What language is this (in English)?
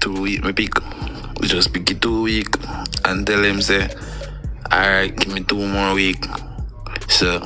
Jamaican Creole English